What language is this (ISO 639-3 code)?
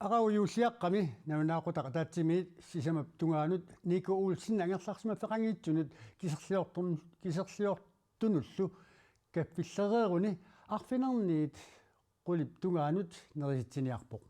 kal